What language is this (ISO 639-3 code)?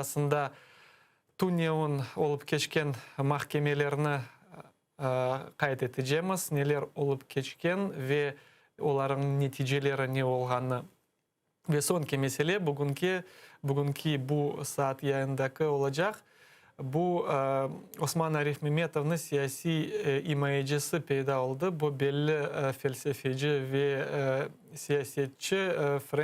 crh